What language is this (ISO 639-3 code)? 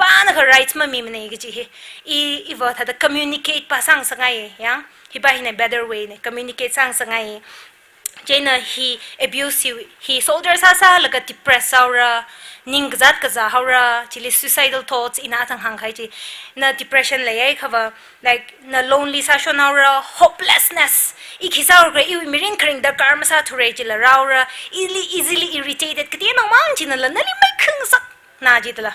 nmf